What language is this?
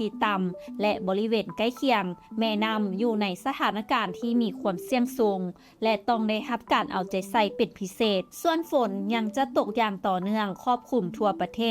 Lao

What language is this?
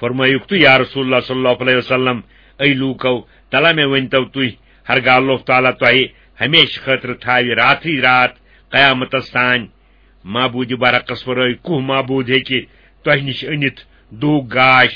Kashmiri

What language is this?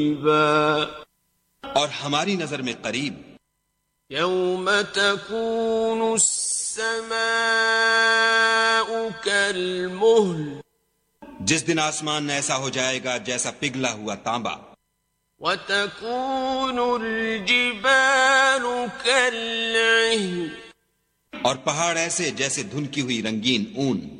Urdu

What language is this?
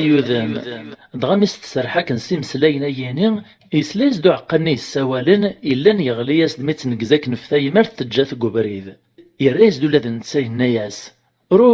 Kabyle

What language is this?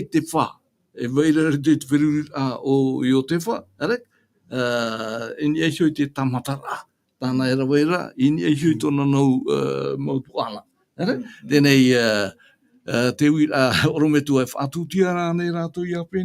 Tahitian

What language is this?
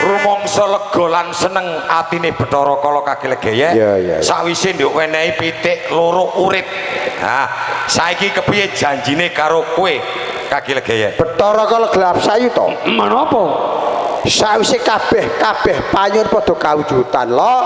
Javanese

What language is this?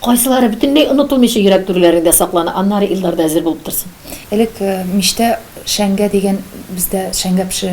Tatar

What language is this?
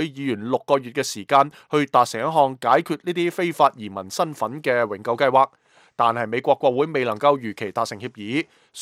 Cantonese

